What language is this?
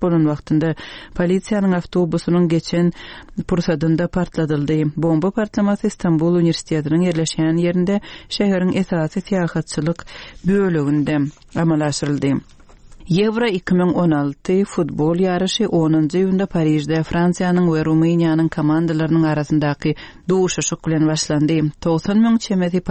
Turkmen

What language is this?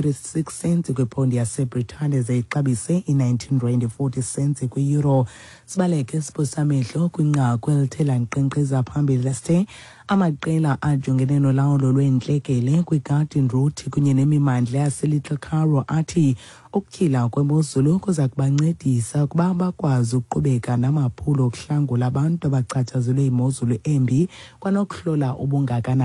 Xhosa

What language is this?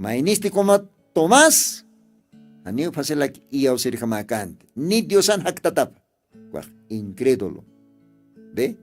Aymara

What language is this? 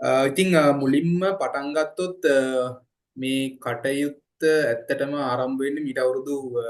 Sinhala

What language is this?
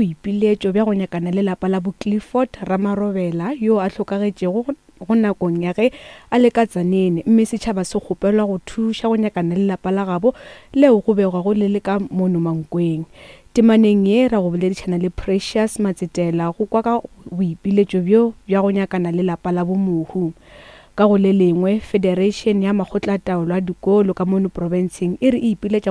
Northern Sotho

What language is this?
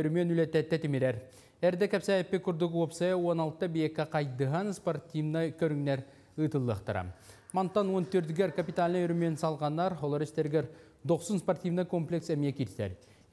Yakut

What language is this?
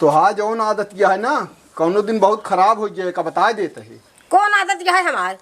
Awadhi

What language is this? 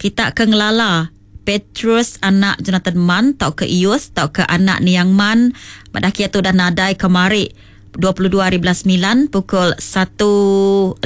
Iban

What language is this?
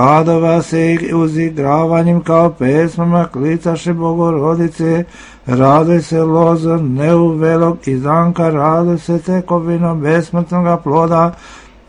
Serbian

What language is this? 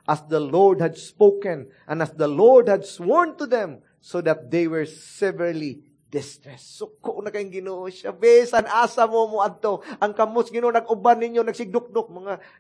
Cebuano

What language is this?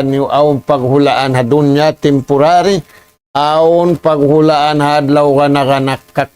Tausug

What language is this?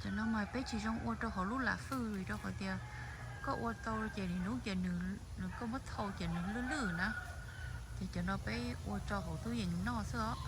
Hmong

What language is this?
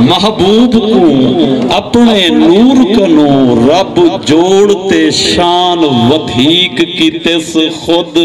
Saraiki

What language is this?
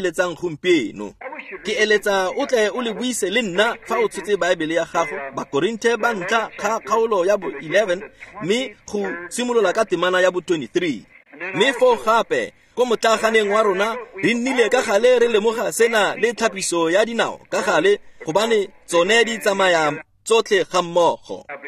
Tswana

